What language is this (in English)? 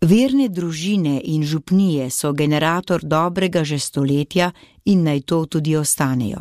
Slovenian